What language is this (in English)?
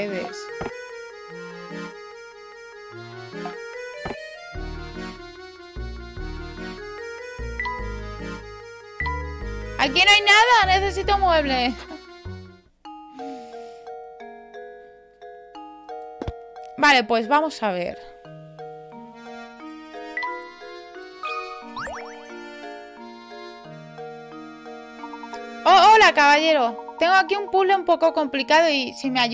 Spanish